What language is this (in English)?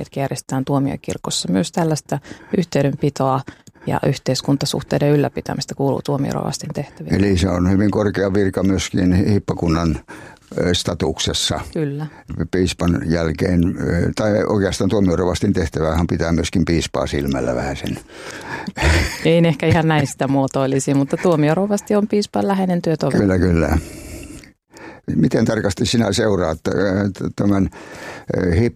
Finnish